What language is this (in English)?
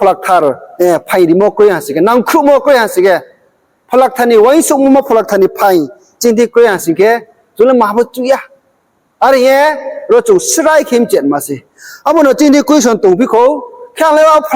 Riang (India)